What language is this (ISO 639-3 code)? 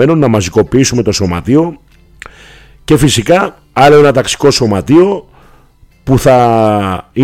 ell